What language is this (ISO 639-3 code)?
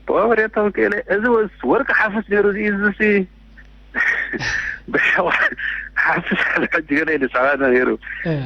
tir